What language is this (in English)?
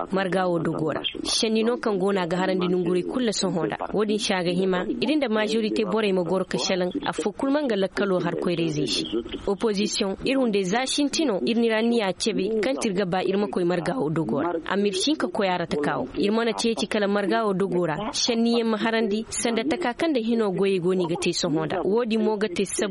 Zarma